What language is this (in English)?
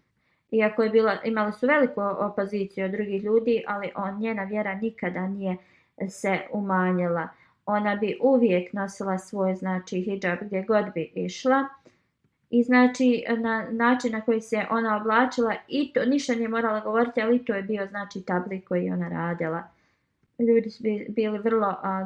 Bosnian